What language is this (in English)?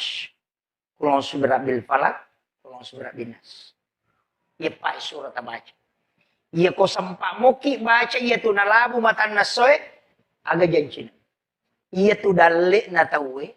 Buginese